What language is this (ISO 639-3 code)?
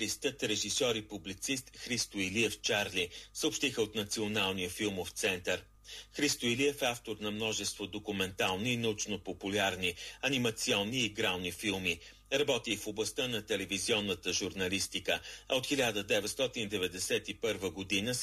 bul